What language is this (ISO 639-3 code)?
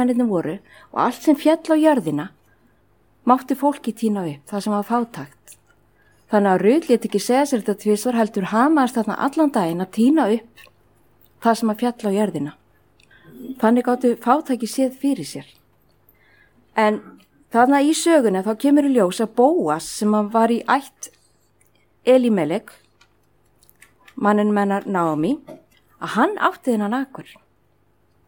isl